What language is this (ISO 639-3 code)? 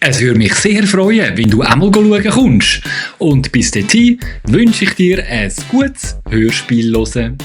gsw